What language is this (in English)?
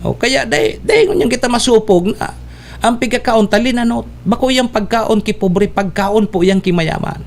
Bikol